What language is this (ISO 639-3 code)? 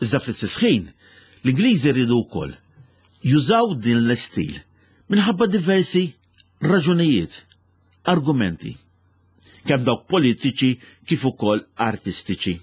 mlt